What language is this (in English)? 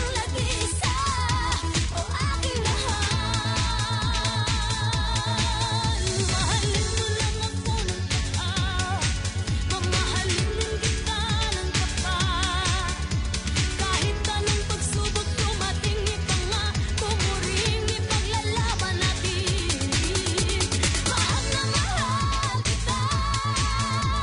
Filipino